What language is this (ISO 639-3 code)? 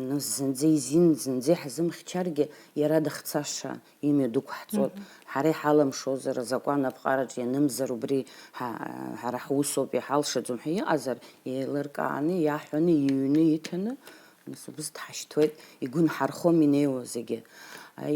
abk